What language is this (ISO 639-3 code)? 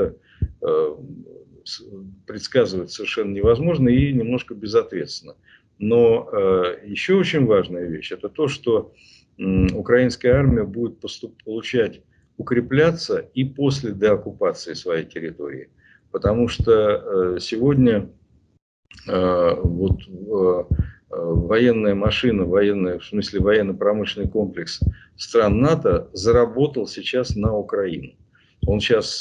rus